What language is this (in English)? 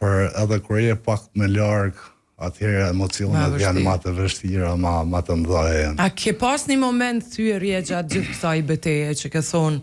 Albanian